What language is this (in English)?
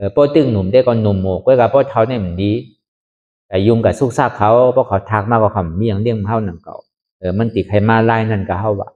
Shan